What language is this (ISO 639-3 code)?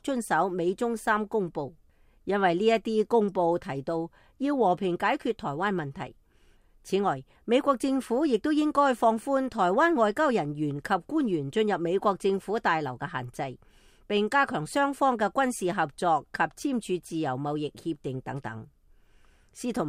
yue